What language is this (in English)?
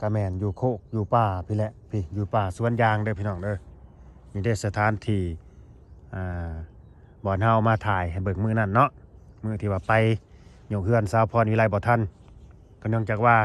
Lao